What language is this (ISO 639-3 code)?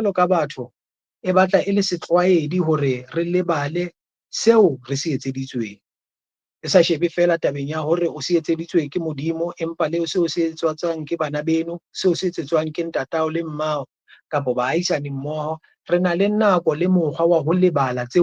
sot